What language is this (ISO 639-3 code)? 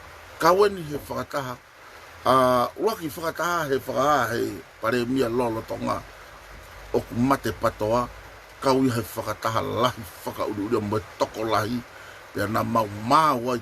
ton